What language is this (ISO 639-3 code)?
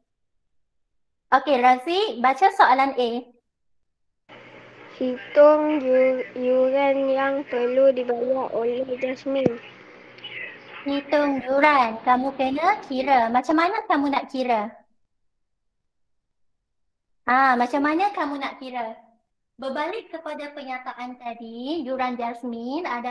msa